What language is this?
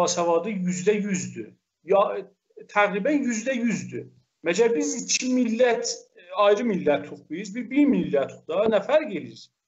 South Azerbaijani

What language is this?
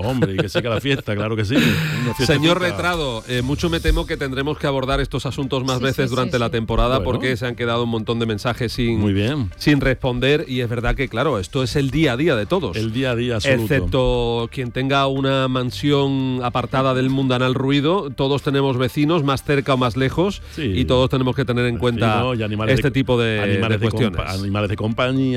Spanish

